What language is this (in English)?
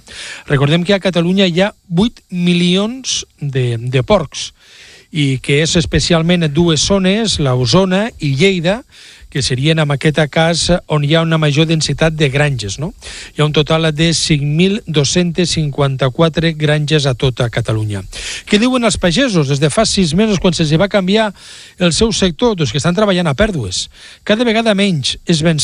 Catalan